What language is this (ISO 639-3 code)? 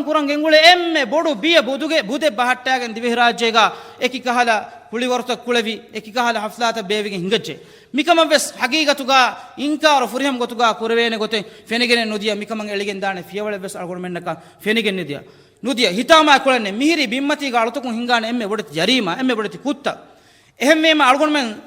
div